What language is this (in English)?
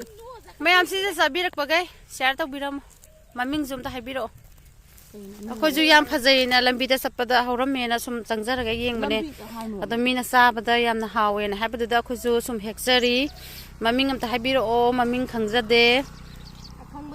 Manipuri